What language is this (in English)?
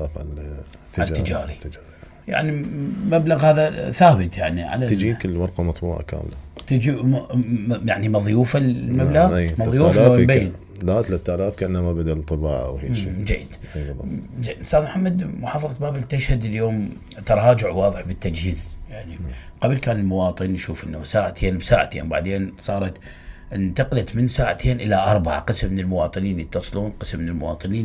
Mesopotamian Arabic